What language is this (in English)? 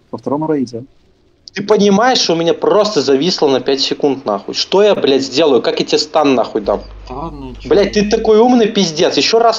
Russian